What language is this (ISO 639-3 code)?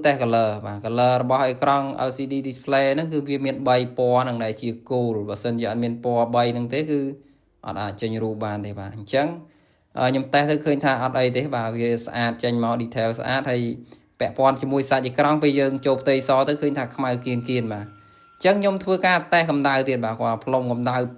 khm